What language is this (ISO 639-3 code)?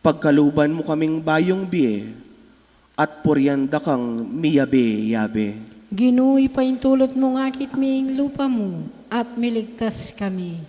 pam